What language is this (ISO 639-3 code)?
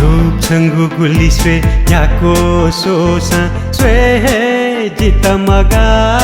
new